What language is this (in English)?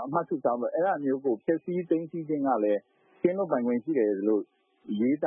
Burmese